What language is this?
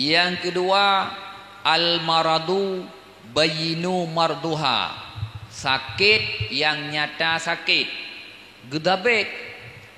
Achinese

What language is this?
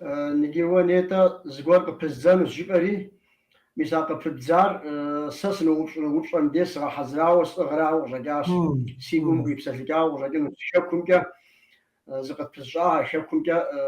Kabardian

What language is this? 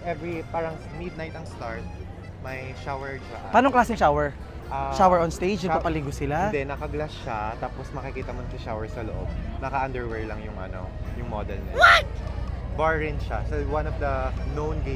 Filipino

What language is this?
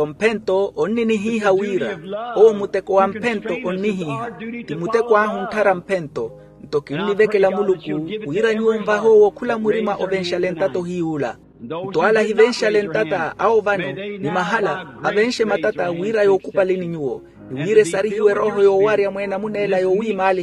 Makhuwa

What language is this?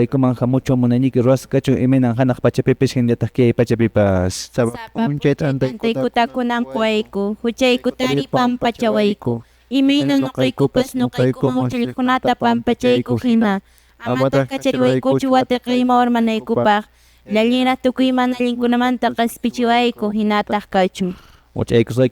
Quechua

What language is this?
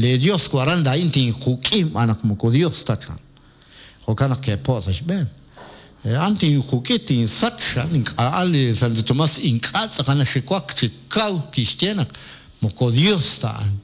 Kekchí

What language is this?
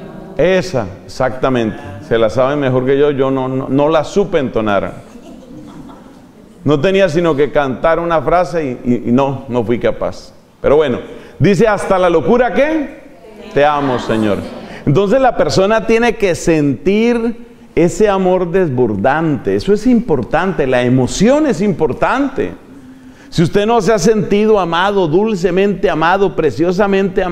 Spanish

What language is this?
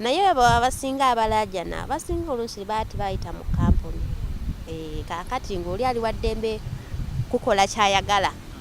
Ganda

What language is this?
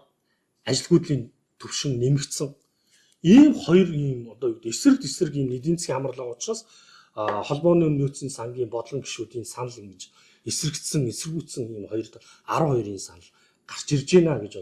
Mongolian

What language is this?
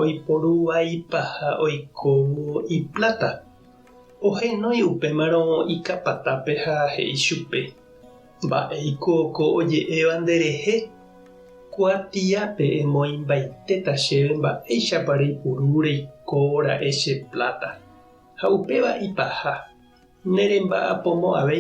Guarani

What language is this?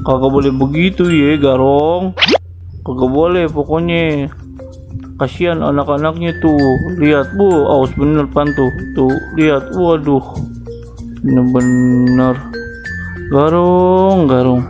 Betawi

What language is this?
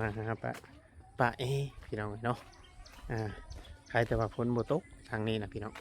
Northeastern Thai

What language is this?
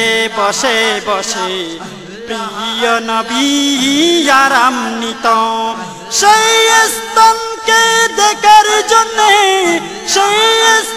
Bangla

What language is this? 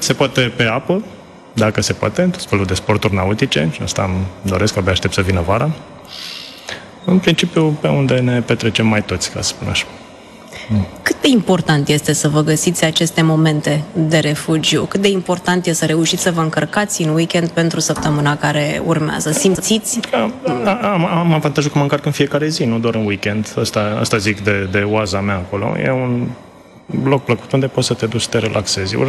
Romanian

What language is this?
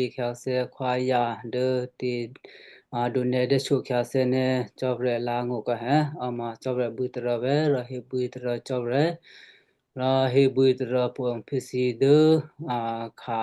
Western Kayah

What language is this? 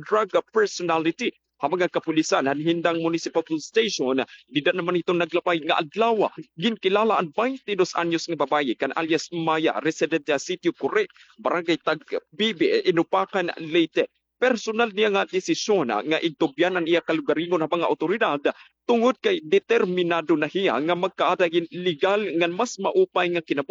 Waray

